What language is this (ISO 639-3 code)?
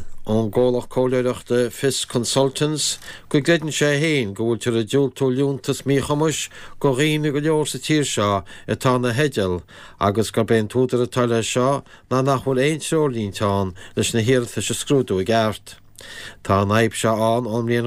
gle